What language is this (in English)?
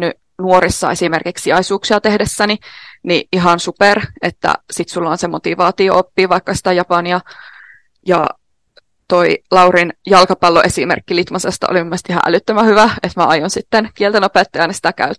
Finnish